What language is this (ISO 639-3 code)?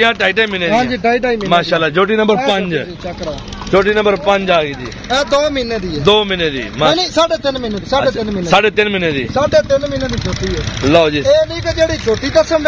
pan